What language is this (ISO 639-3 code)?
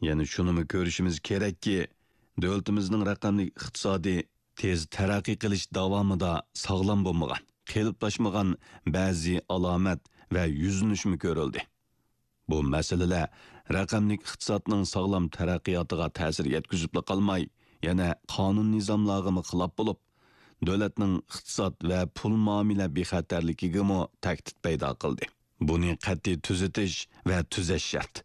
uig